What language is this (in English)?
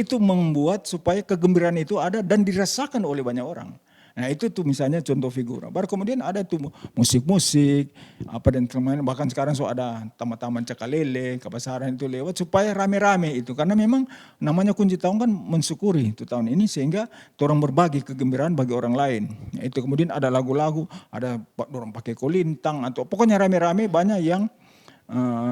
Manado Malay